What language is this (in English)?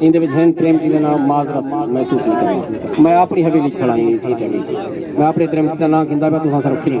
Saraiki